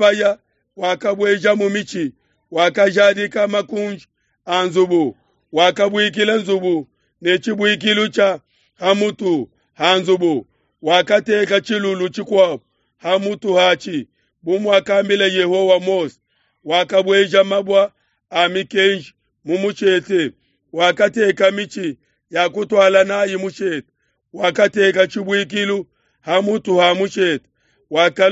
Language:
Luba-Lulua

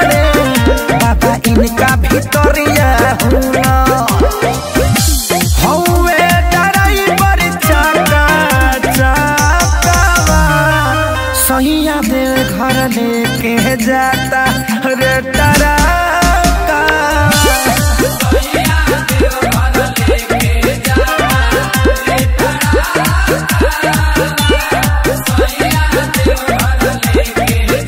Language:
Bhojpuri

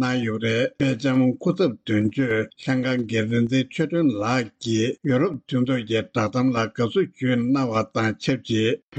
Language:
Tibetan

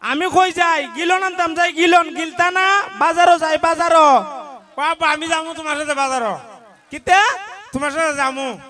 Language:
Sylheti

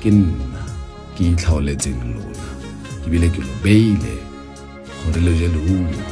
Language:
Tswana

